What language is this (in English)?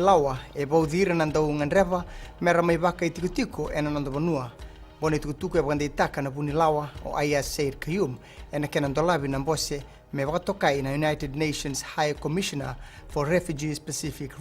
Fijian